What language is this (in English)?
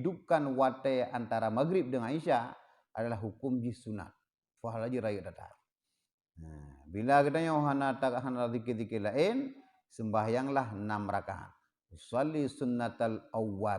Achinese